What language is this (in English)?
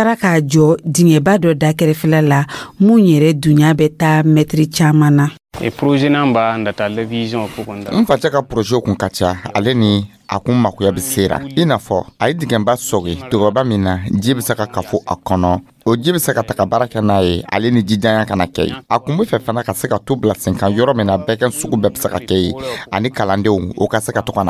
Dyula